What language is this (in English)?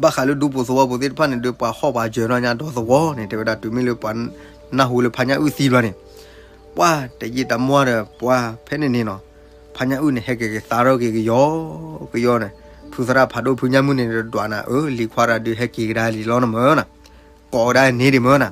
S'gaw Karen